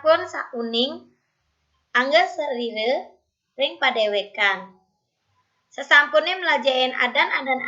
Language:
Balinese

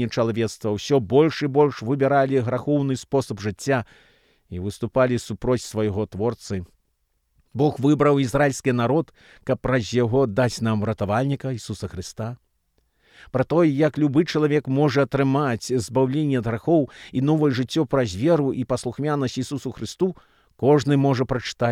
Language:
Belarusian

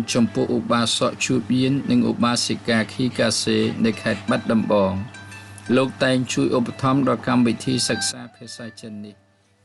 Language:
Khmer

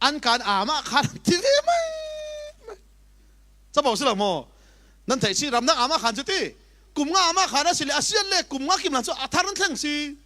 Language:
Falam Chin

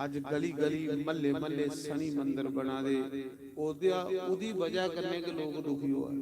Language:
Dogri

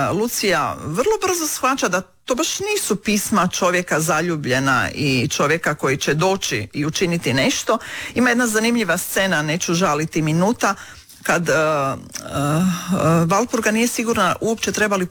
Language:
Croatian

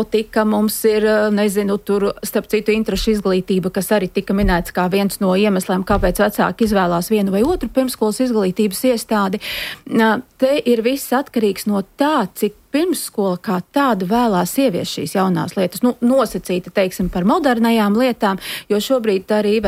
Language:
Latvian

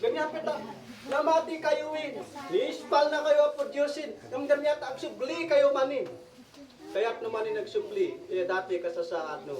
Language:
Isnag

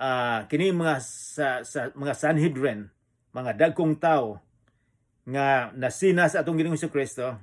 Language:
Cebuano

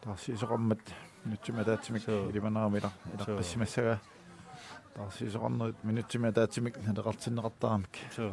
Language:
Kalaallisut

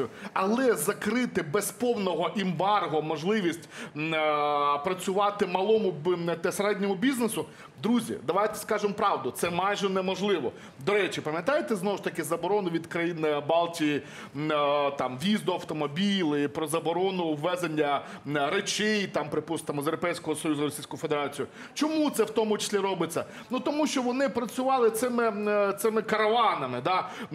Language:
Ukrainian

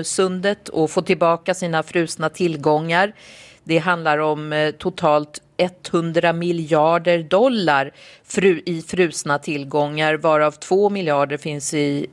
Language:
Swedish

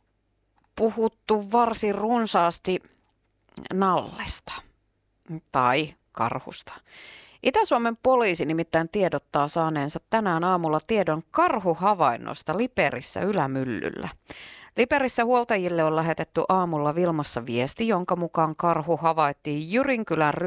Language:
Finnish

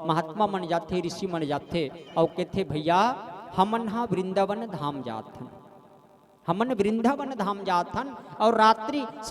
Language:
Chhattisgarhi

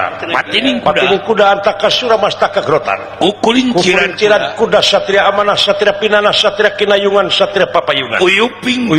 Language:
Sundanese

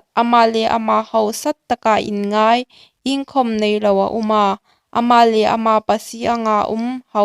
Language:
Hmar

